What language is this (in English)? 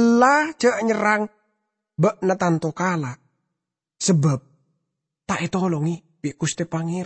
Madurese